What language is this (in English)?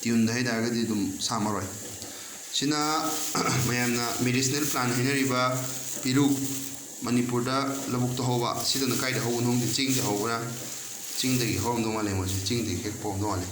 Manipuri